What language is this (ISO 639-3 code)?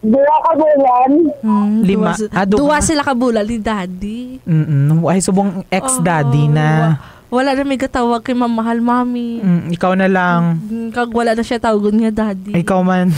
hil